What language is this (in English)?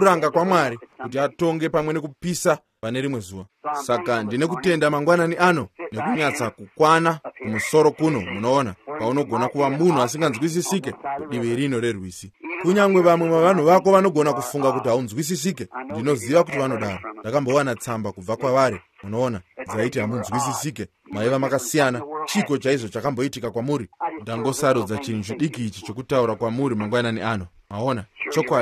Shona